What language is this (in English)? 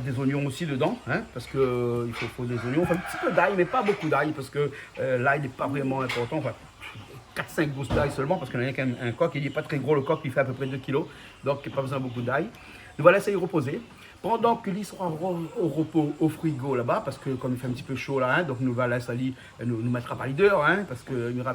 Réunion Creole French